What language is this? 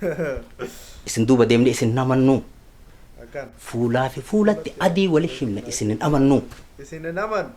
Oromo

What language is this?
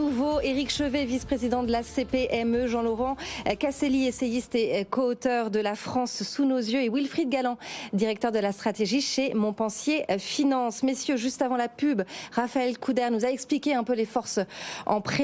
French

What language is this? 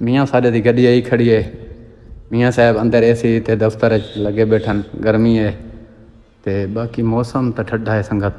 Saraiki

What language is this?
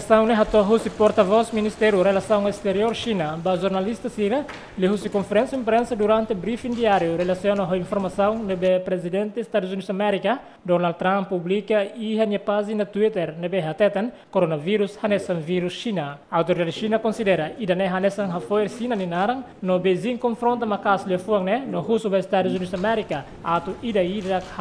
Tetum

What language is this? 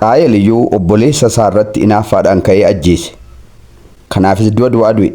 Oromo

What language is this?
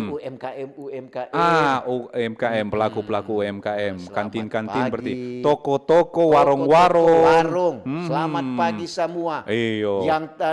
Manado Malay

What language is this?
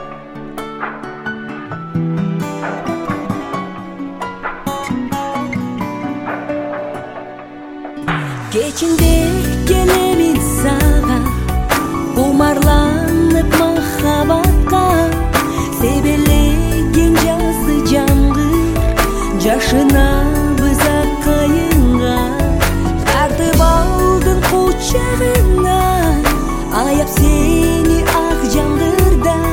Kazakh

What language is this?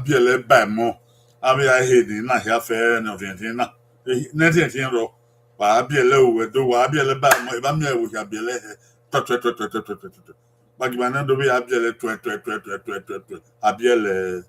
Bini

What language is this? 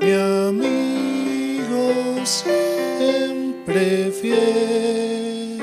South Bolivian Quechua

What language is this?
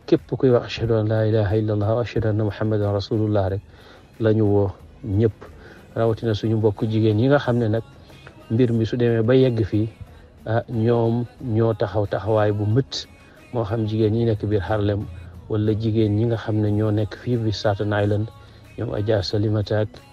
Wolof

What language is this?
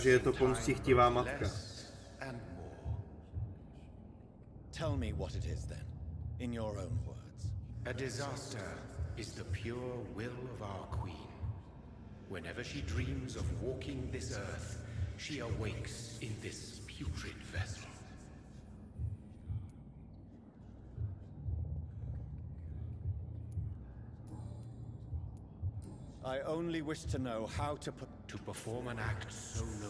Czech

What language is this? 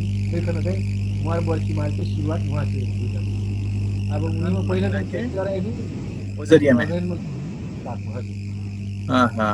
Dangaura Tharu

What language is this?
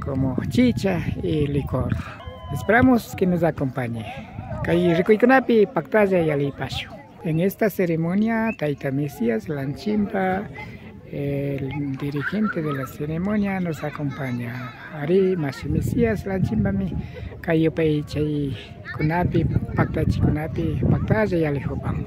Imbabura Highland Quichua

